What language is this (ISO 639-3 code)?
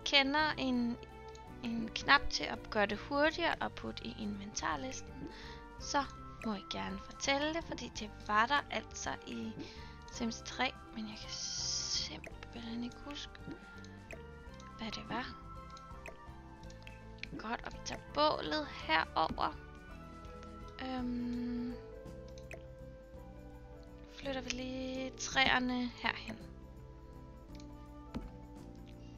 dan